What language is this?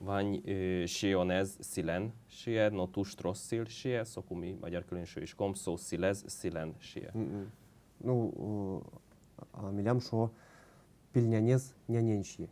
Udmurt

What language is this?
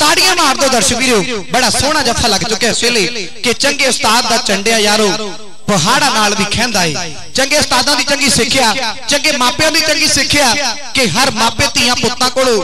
Punjabi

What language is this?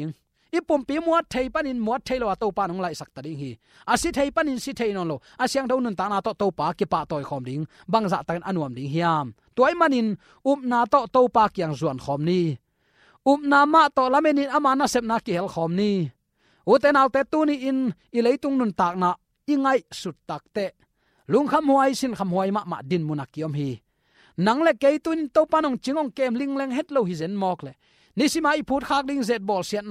Tedim Chin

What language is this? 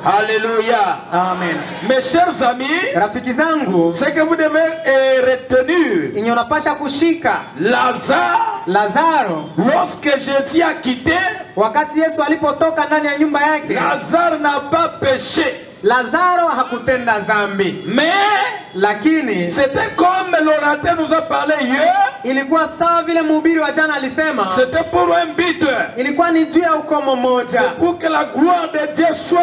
Swahili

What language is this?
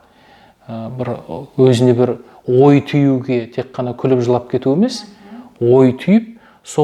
Kazakh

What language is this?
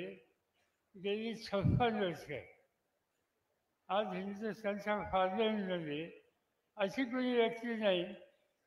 Marathi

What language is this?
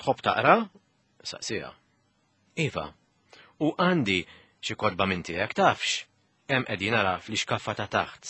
Maltese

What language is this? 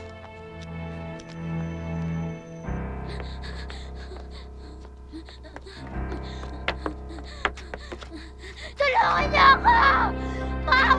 Filipino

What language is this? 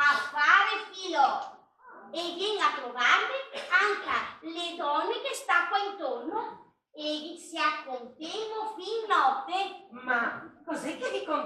Venetian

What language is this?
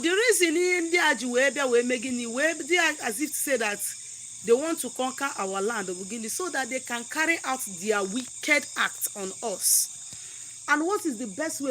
Igbo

